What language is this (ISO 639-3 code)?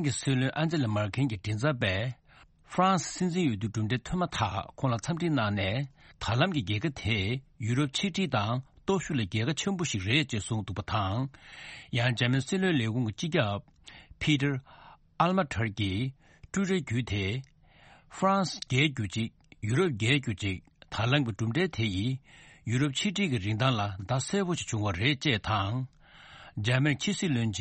bod